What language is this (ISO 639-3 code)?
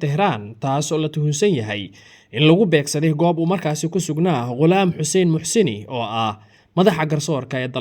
som